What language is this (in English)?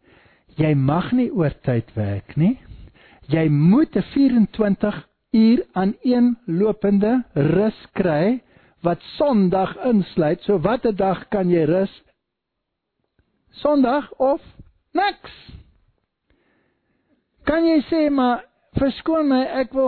Afrikaans